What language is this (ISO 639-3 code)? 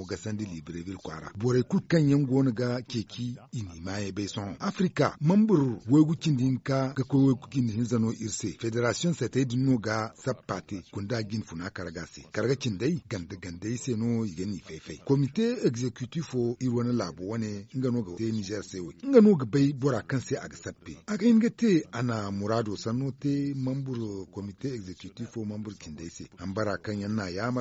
dje